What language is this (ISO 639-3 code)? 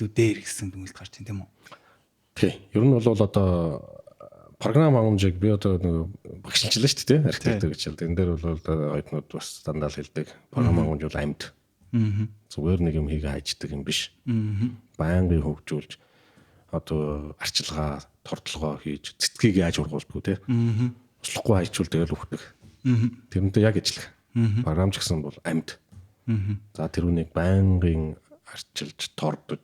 mon